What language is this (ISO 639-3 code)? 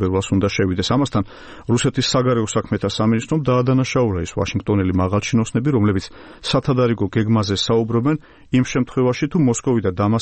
kat